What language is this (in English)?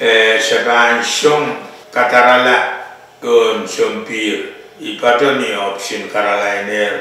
Pohnpeian